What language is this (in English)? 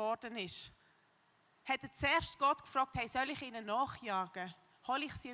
Swiss German